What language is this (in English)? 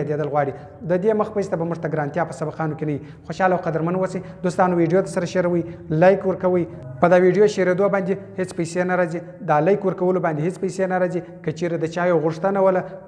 Pashto